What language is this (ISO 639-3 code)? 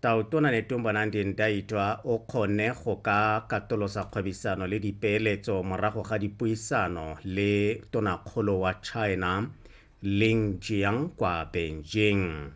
tsn